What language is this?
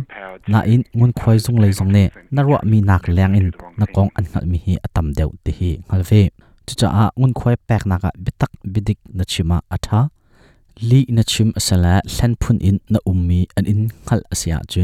Hakha Chin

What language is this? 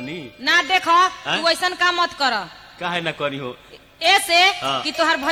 Bhojpuri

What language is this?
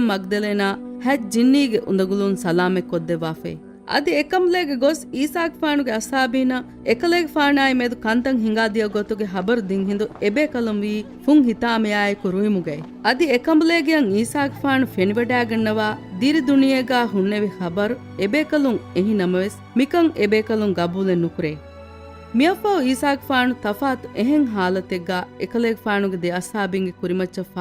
Divehi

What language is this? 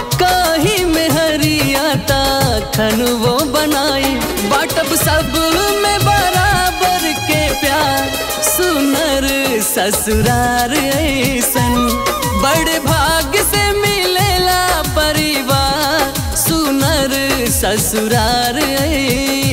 Bhojpuri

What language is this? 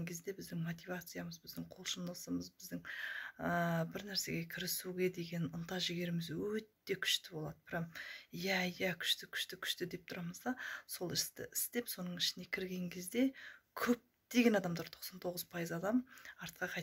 Kazakh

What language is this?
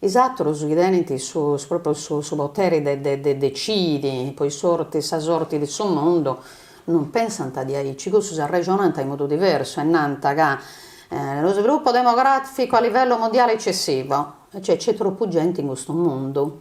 Sardinian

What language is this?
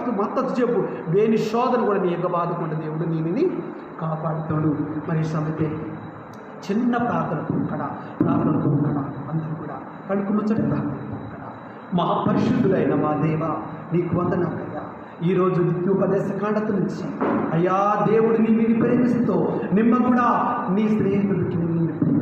Koya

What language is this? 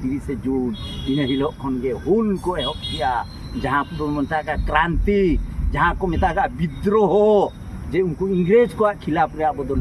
Santali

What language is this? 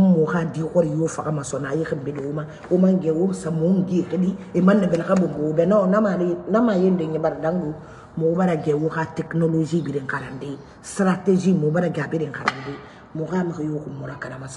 Mandingo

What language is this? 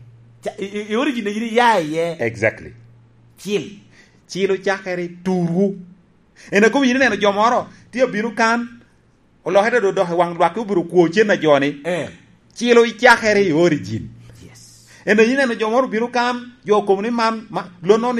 Lango (Uganda)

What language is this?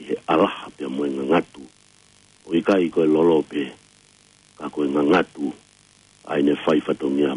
Tongan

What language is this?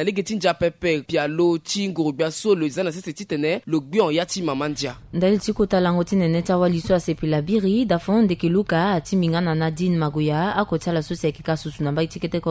Sango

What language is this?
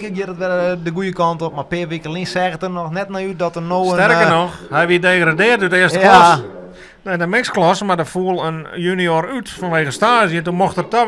Western Frisian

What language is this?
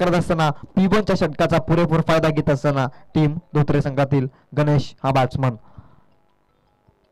Marathi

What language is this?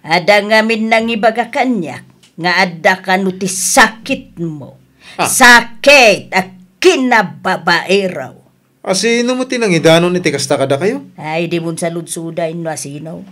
Iloko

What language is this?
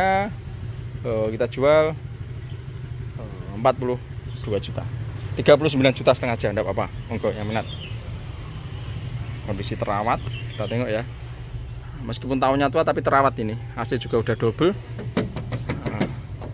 Indonesian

